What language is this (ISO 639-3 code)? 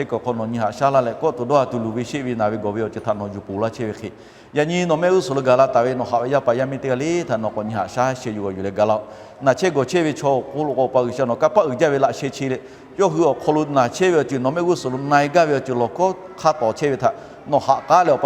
lhu